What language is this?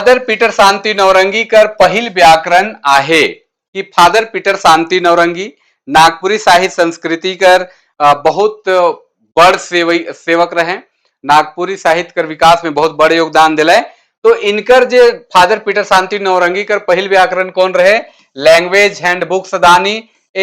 Sadri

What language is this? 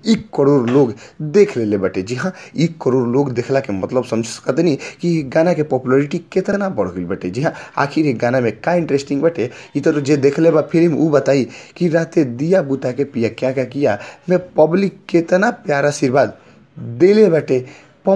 Bhojpuri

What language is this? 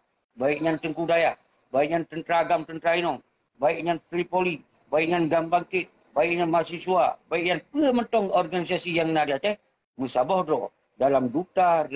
Achinese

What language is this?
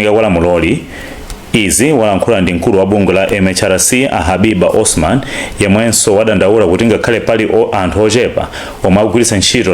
Nyanja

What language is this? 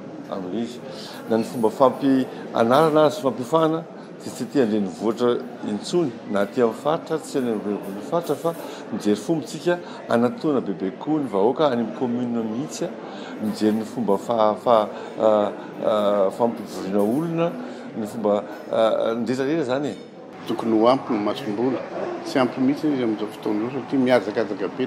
Malagasy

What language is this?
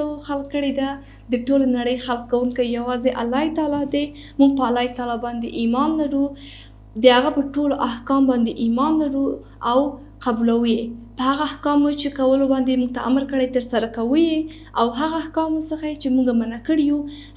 Pashto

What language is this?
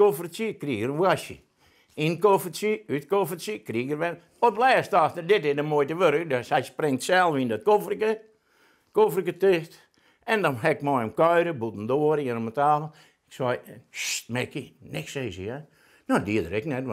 Western Frisian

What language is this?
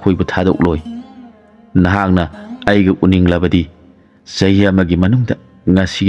Manipuri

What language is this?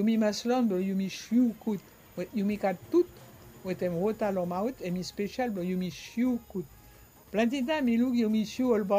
Bislama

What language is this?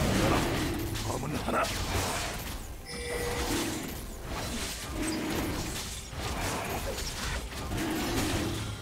Korean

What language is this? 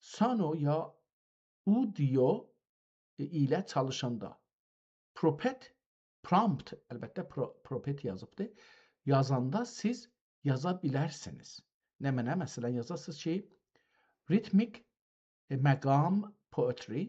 South Azerbaijani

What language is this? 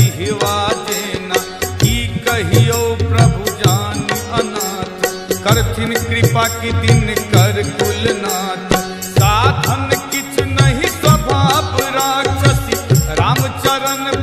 Maithili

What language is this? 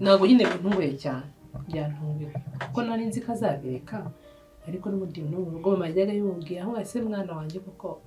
Kinyarwanda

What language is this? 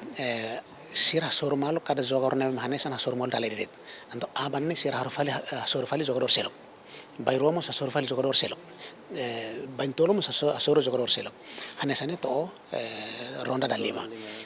Tetum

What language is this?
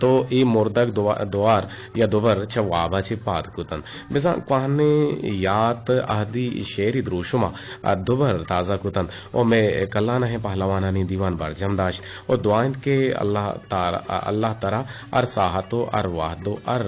Eastern Balochi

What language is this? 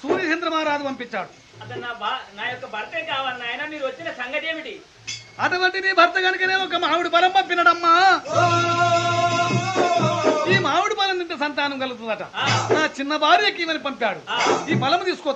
Telugu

